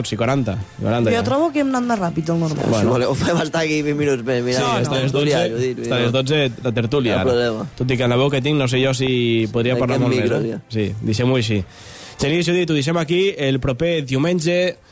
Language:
Catalan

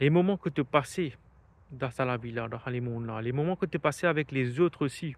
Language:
Morisyen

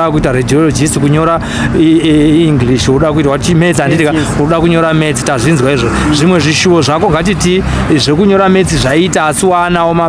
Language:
Shona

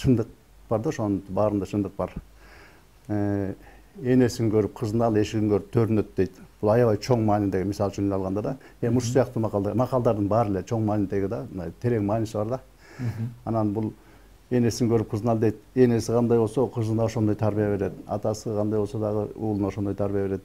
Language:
Kyrgyz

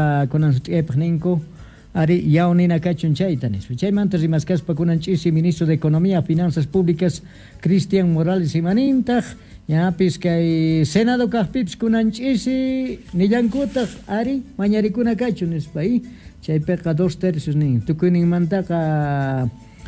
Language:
South Bolivian Quechua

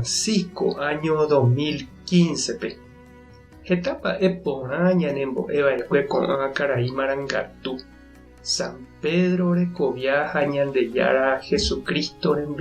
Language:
Guarani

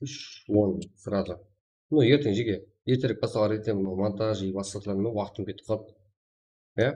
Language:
Kara-Kalpak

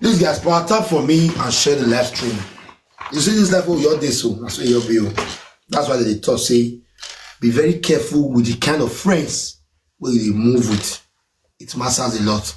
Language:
Nigerian Pidgin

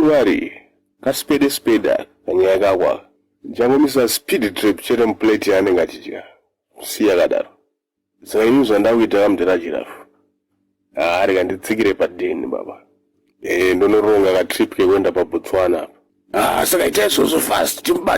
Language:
Shona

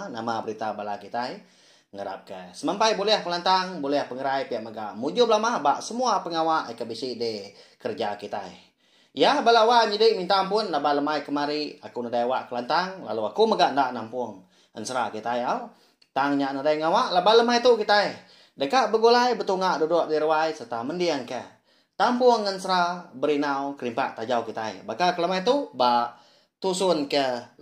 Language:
Iban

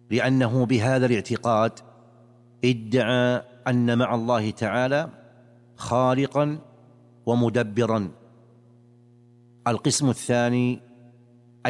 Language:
Arabic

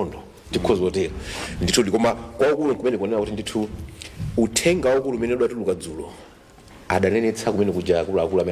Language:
Nyanja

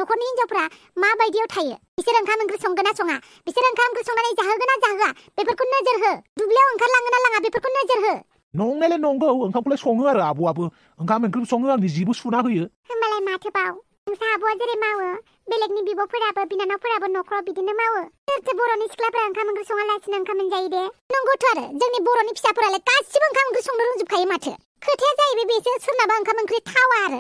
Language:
Bodo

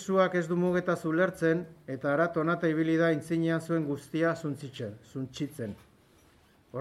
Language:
Basque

